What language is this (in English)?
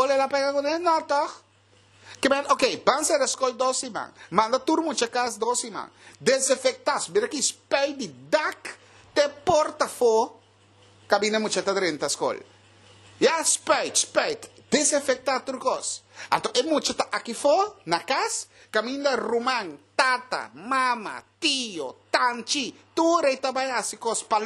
Papiamento